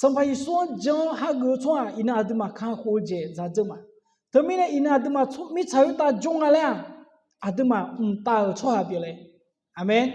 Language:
Akha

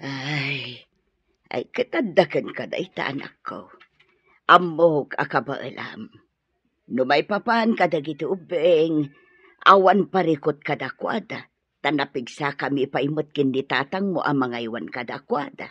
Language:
Iloko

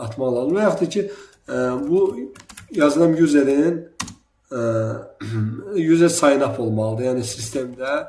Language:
Azerbaijani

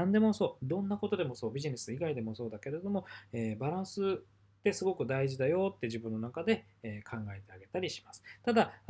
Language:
Japanese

